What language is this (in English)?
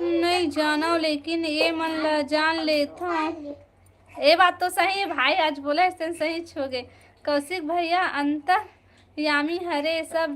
Chhattisgarhi